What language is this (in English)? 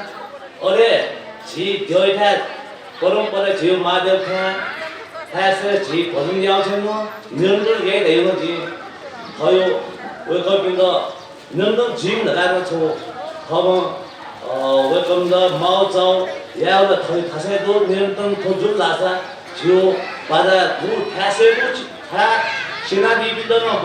Newari